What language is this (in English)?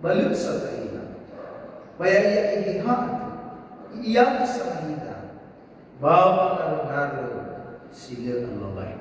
Nias